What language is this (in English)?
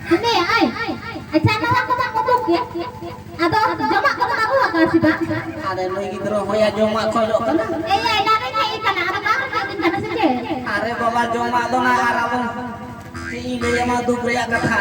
Santali